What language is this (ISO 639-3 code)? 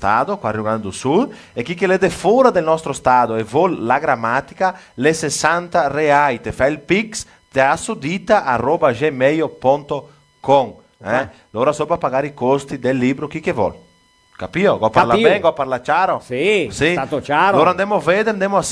vec